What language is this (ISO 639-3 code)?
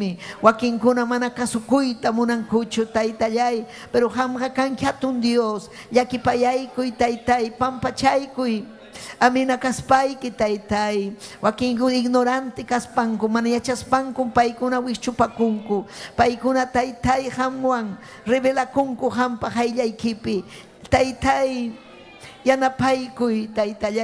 quy